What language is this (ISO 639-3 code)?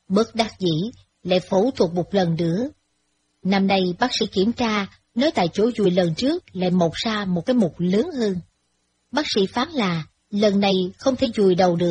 vie